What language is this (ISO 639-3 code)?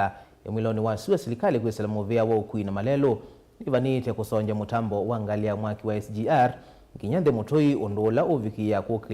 kam